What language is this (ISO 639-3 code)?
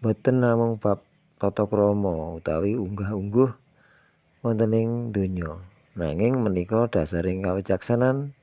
jav